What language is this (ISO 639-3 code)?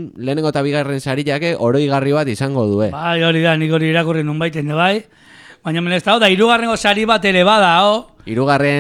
eus